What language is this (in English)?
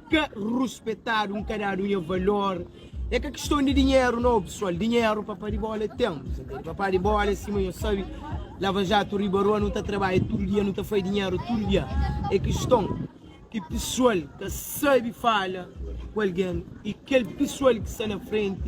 Kabuverdianu